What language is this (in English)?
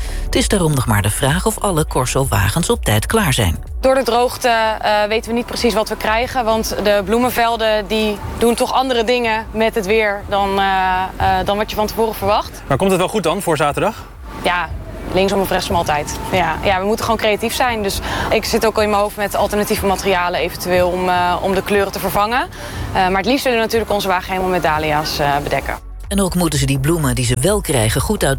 Dutch